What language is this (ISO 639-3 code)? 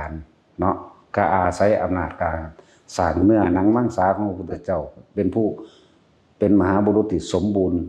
tts